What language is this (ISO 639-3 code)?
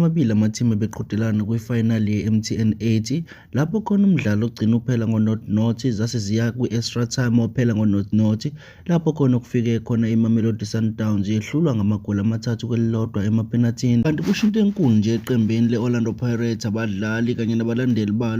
zul